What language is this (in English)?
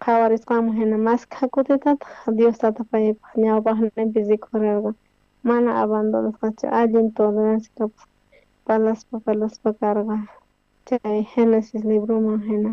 South Bolivian Quechua